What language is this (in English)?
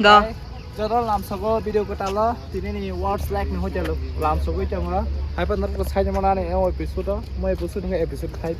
Kok Borok